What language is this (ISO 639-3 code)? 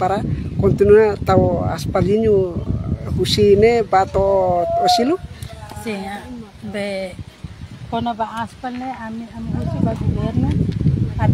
tet